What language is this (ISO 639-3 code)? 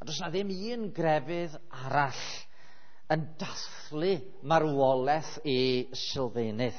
cym